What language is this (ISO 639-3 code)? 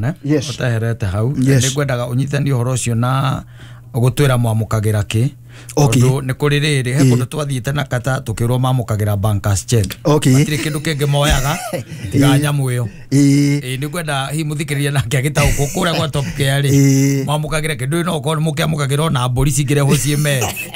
kik